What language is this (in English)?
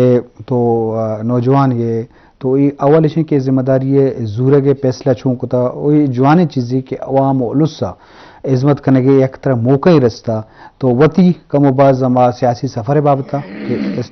Eastern Balochi